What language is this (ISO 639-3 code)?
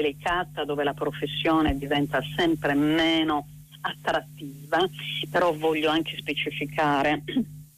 ita